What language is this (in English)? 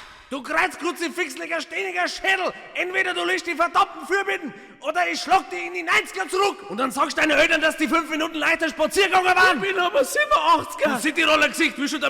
Bavarian